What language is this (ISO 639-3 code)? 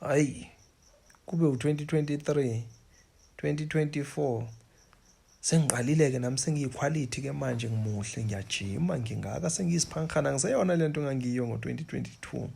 zul